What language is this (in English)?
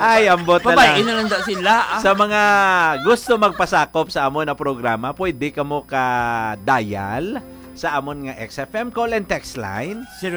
Hiligaynon